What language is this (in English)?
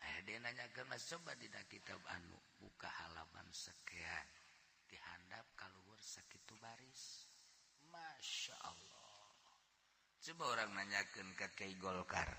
Sundanese